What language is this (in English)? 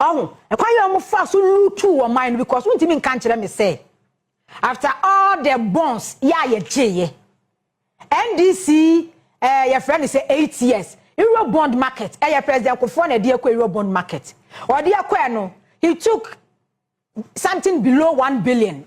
Akan